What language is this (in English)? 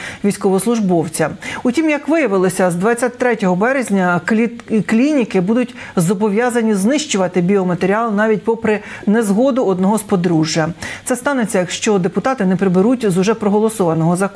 Ukrainian